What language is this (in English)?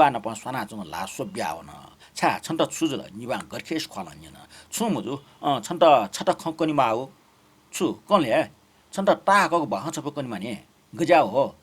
Newari